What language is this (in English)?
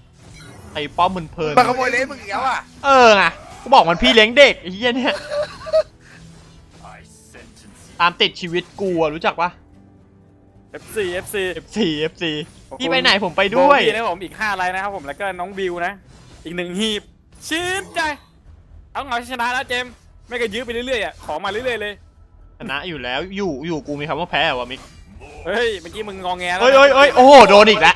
Thai